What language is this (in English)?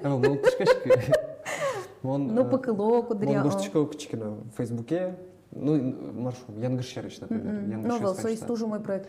Udmurt